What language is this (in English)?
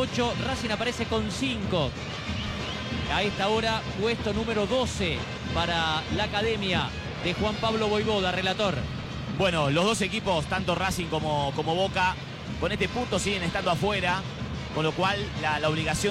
Spanish